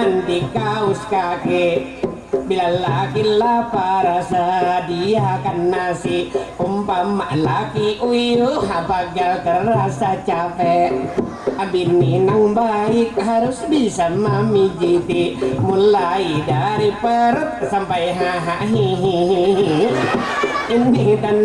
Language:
Banjar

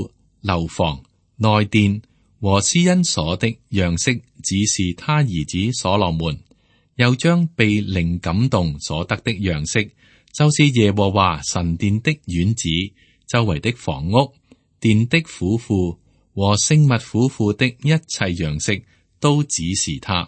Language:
Cantonese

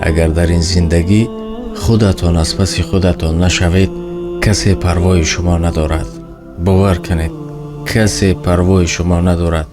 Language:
Tajik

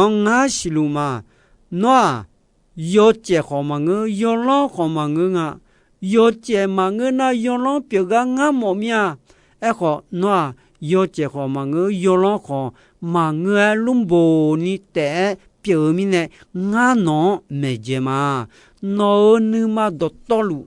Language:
Akha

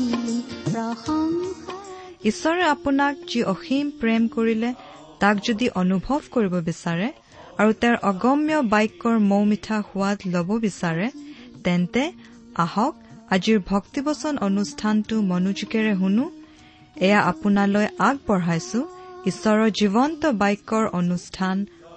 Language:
Assamese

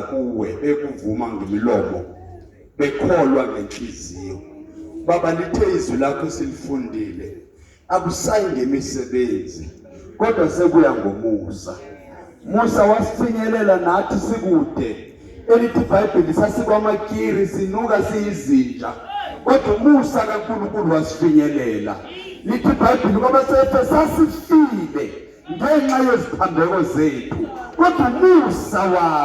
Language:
Zulu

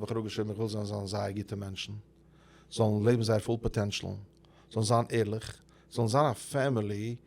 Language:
Yiddish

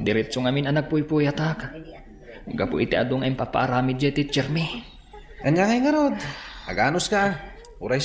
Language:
Iloko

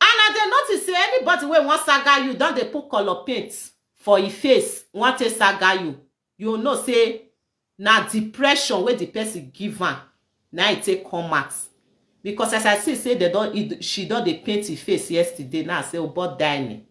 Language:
Nigerian Pidgin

